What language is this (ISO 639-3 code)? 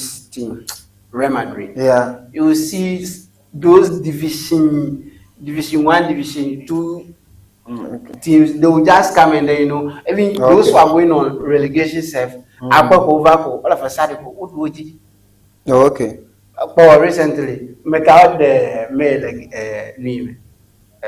ewe